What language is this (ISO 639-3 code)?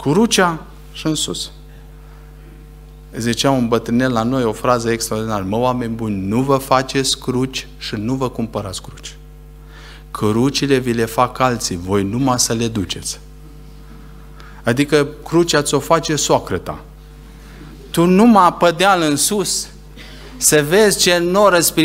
ron